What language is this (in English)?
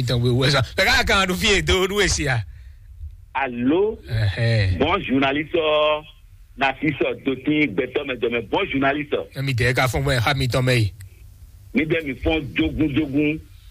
Fon